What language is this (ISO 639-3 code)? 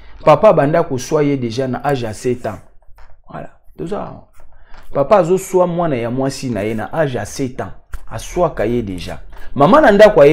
lin